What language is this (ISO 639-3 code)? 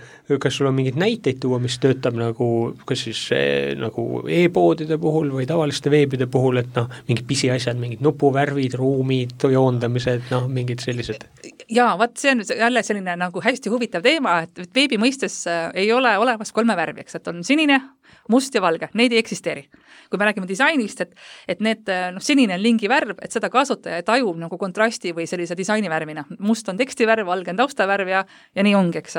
est